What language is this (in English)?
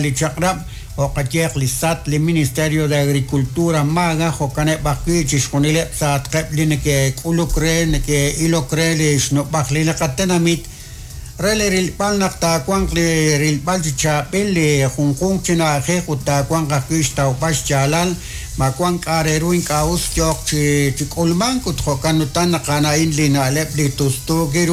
Kekchí